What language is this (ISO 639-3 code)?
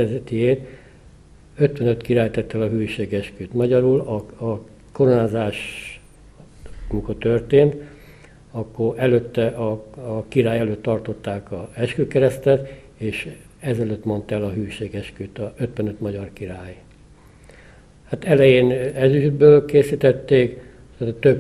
hun